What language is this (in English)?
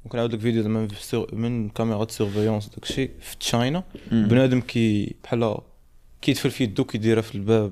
Moroccan Arabic